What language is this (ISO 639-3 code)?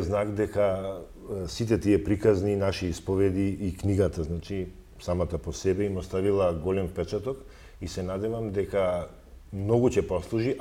mkd